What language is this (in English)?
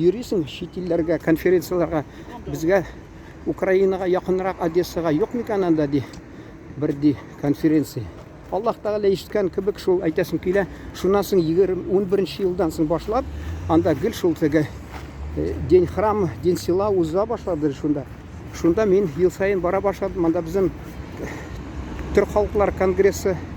Tatar